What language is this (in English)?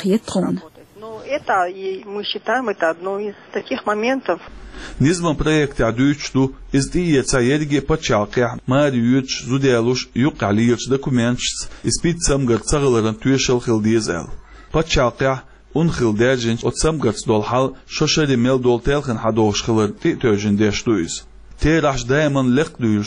Chechen